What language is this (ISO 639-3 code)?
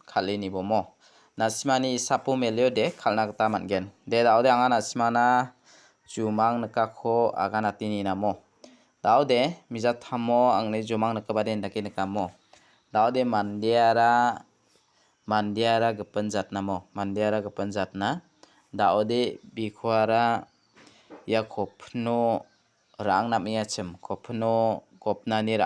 grt